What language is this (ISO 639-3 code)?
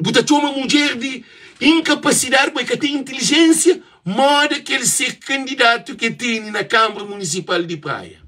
kea